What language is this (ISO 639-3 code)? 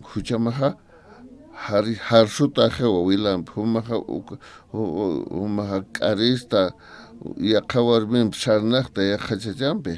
aym